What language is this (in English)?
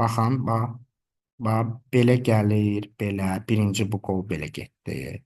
Azerbaijani